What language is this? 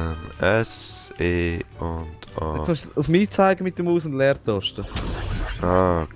Swiss German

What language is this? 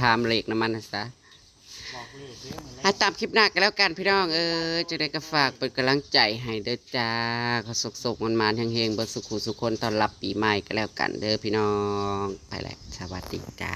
Northeastern Thai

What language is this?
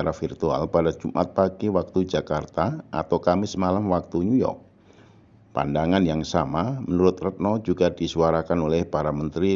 Indonesian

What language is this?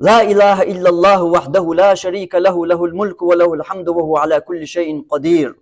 Chechen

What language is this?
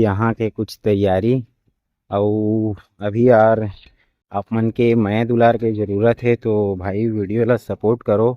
Chhattisgarhi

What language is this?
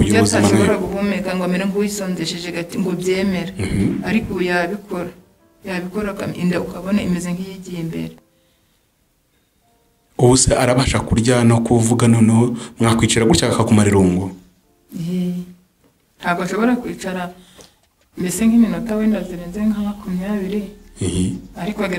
Kinyarwanda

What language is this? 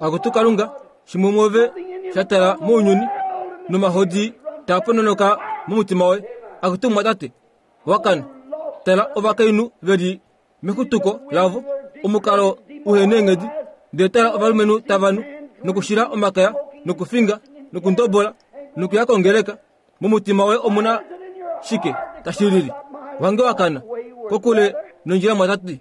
Kuanyama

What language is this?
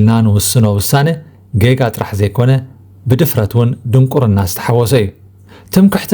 Tigrinya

